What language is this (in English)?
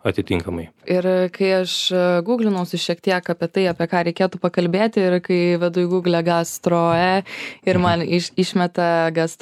Lithuanian